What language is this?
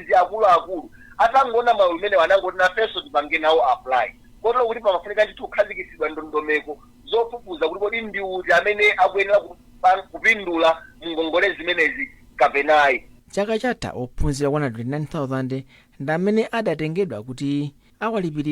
Nyanja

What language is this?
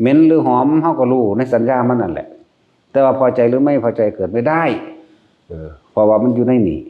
Northeastern Thai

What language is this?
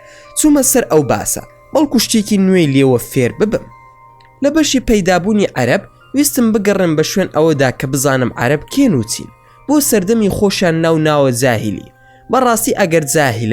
Central Kurdish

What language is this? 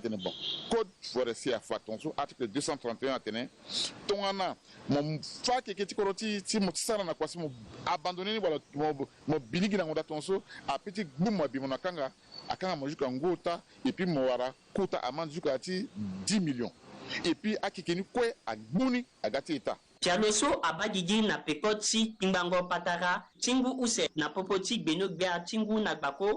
Sango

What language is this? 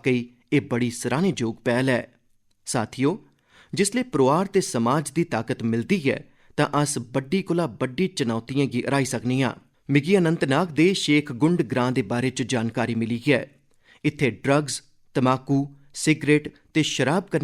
Dogri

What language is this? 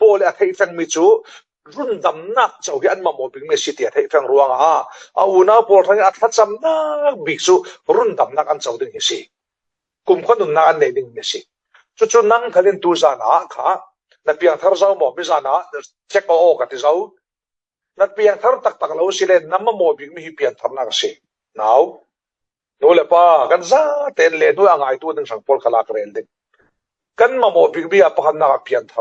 Falam Chin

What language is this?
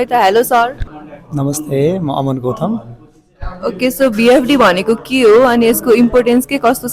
Nepali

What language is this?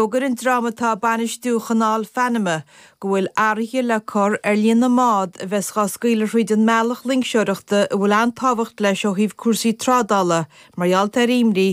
Irish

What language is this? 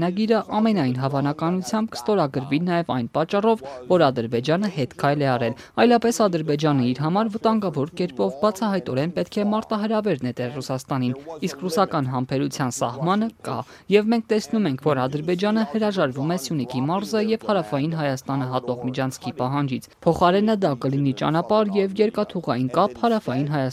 Armenian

